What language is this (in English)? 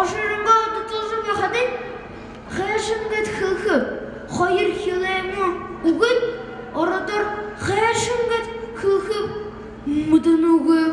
Buriat